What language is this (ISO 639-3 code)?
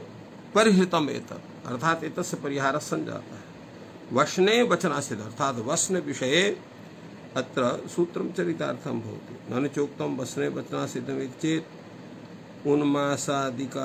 san